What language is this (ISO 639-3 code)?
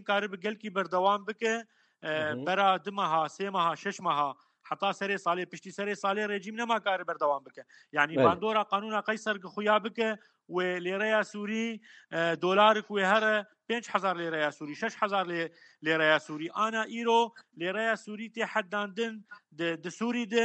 kur